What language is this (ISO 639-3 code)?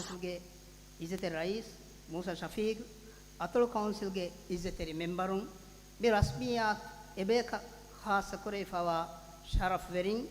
div